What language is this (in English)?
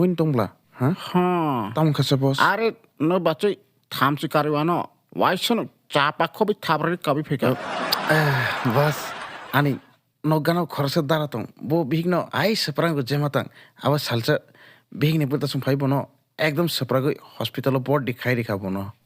Kok Borok